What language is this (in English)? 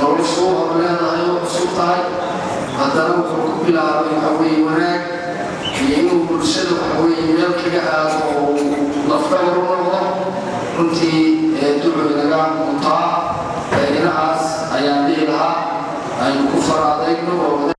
Somali